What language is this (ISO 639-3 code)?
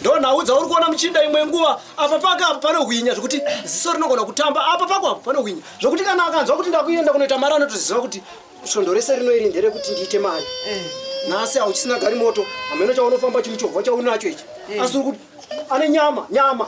sna